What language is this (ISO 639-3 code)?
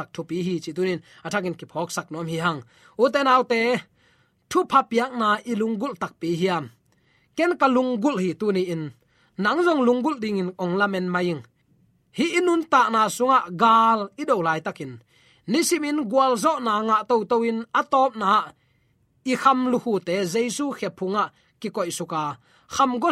ctd